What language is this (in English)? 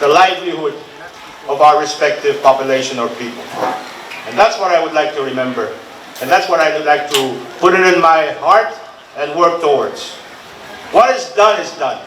Pohnpeian